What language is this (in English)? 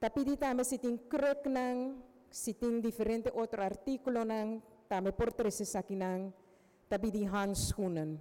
Papiamento